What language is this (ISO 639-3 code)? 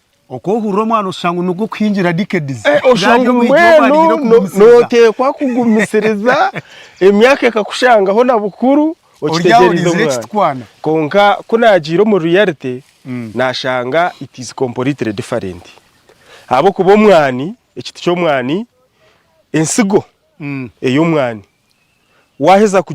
nyn